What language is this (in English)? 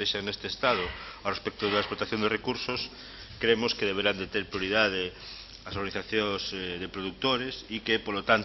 Galician